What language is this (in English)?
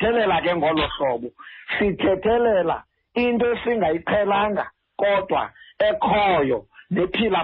Xhosa